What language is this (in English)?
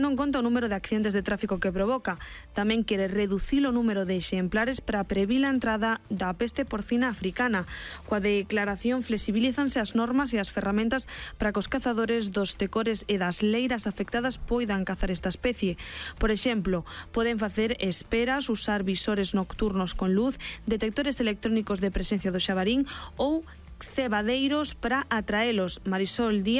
Galician